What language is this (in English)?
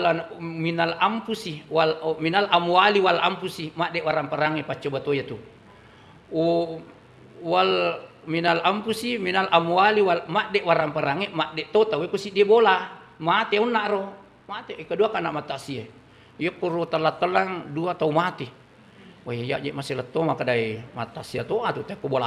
Buginese